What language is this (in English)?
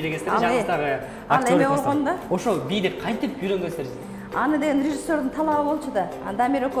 Kyrgyz